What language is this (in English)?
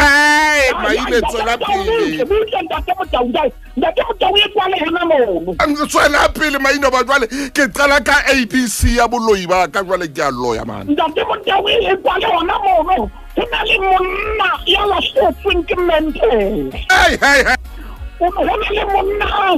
Southern Sotho